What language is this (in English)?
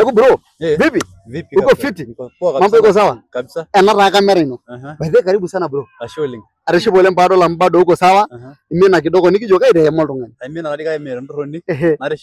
Masai